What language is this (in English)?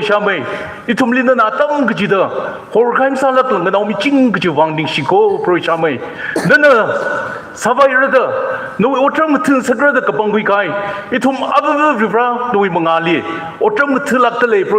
Tangkhul Naga (India)